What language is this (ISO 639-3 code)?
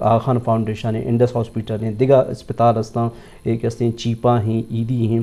bgp